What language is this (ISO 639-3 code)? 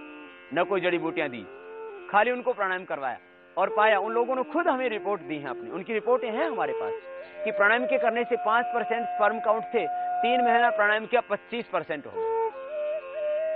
hin